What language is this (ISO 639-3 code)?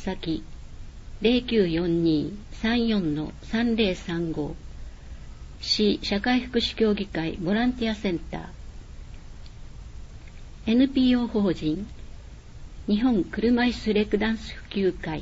jpn